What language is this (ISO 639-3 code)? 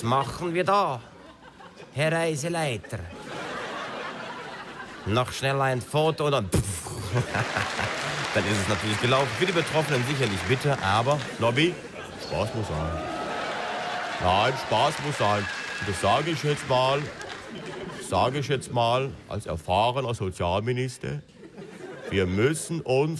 deu